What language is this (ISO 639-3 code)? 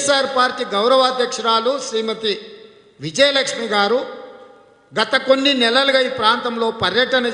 tel